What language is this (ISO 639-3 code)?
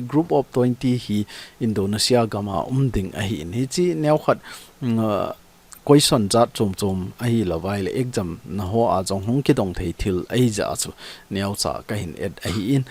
tcz